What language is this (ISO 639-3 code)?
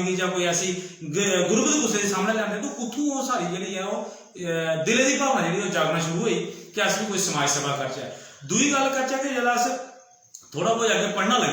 doi